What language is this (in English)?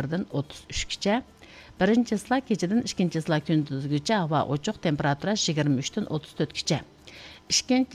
Uyghur